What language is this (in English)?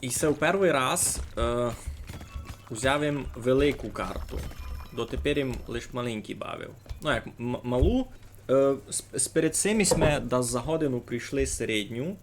Rusyn